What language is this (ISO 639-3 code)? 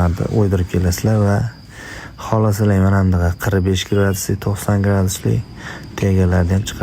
uzb